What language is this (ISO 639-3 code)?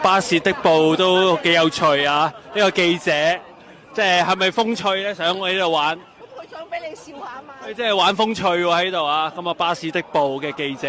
yue